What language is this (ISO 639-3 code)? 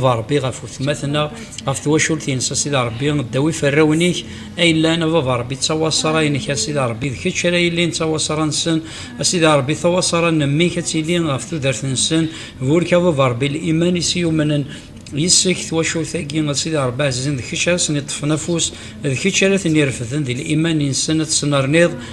kab